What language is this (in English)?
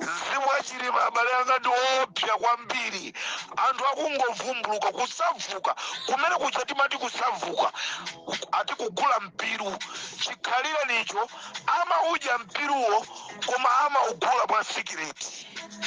Nyanja